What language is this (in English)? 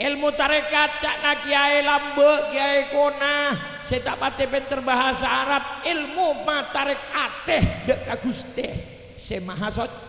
Madurese